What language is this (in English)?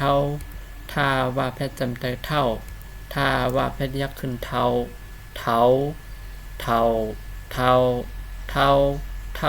Shan